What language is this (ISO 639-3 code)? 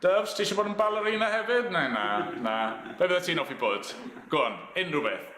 cym